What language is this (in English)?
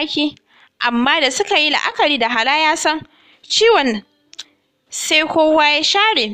Hausa